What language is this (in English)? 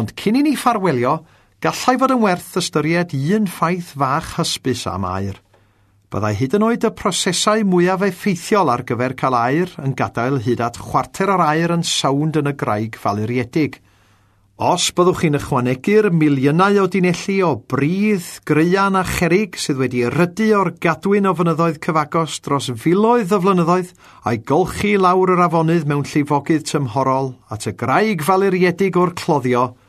Welsh